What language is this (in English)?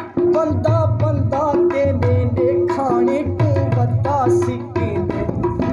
Saraiki